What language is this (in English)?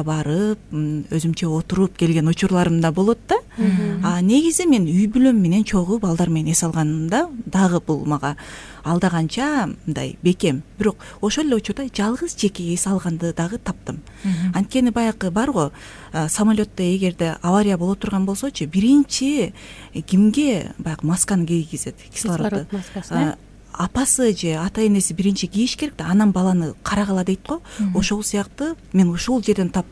Kyrgyz